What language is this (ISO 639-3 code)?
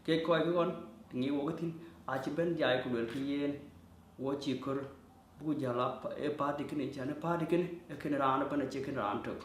din